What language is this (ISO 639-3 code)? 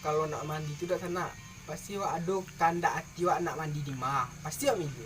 min